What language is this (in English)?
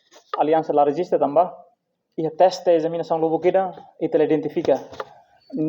Tetum